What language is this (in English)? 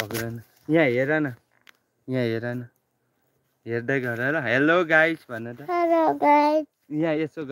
Nepali